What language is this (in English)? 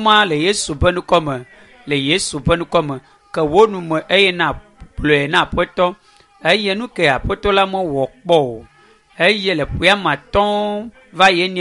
Ewe